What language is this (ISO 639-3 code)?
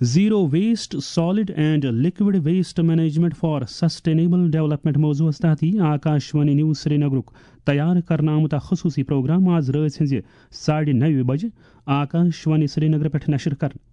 kas